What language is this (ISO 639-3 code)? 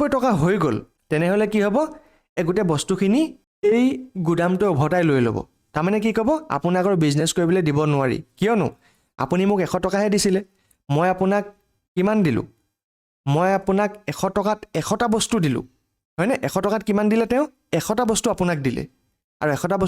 asm